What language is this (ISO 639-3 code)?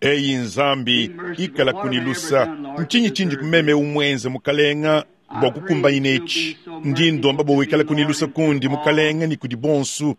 lua